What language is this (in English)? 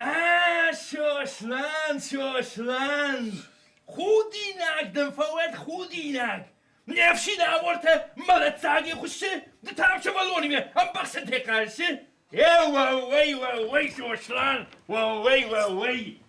Ossetic